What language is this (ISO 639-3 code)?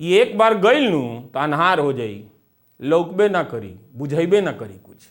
bho